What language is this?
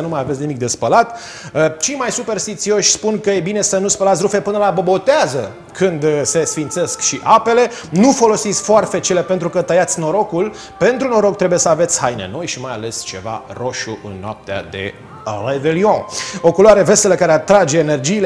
Romanian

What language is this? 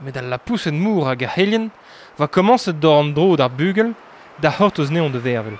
Breton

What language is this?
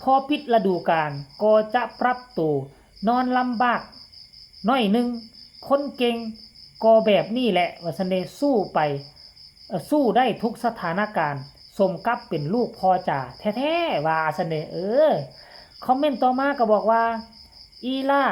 Lao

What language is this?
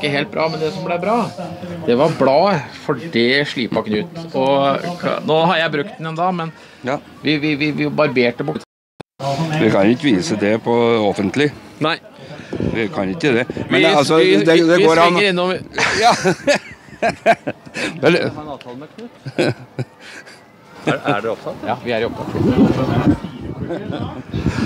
Norwegian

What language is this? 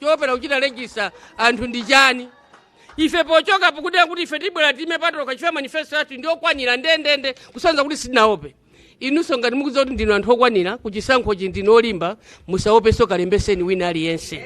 Nyanja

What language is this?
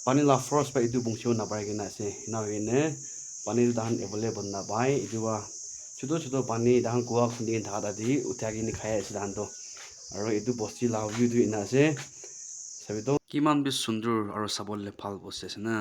Naga Pidgin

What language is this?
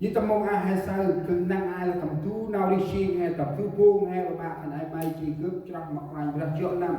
Central Mnong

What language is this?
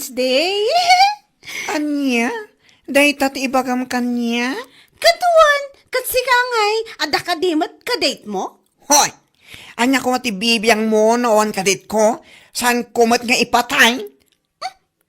Iloko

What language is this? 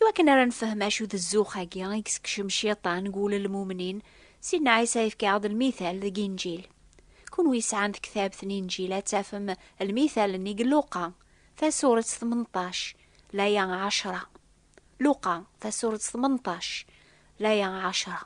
Kabyle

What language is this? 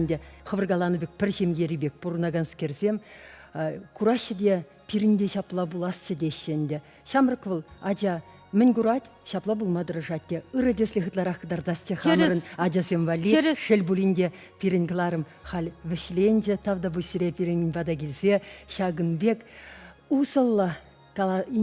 Chuvash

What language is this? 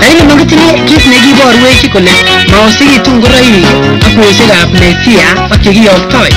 Kalenjin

